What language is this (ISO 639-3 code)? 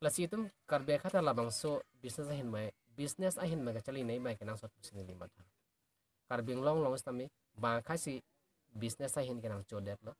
mjw